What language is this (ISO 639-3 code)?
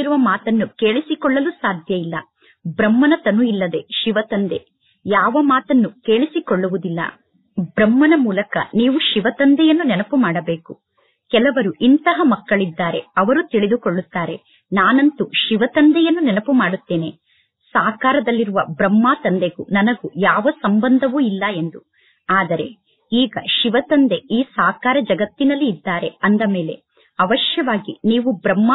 kan